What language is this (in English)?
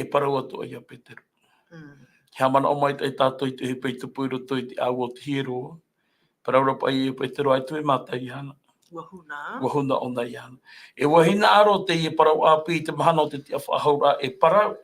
Tahitian